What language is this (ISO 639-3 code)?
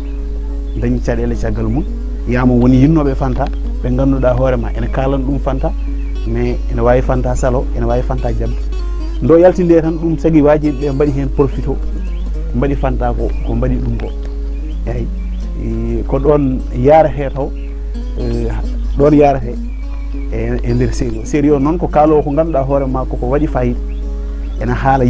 ful